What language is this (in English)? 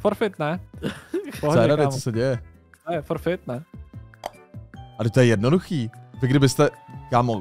Czech